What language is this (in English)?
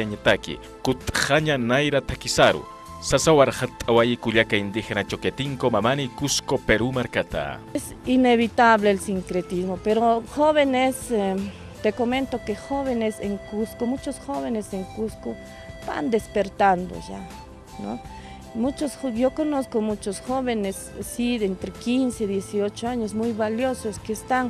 Aymara